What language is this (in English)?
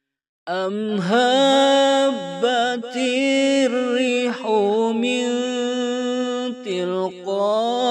Arabic